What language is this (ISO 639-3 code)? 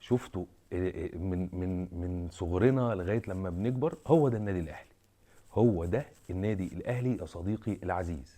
arz